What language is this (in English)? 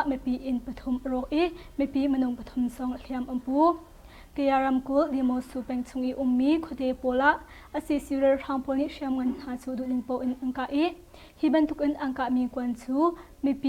Hakha Chin